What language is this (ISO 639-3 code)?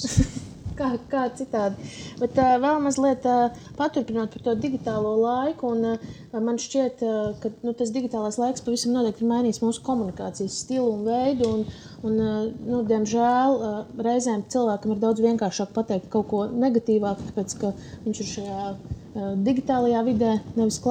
lav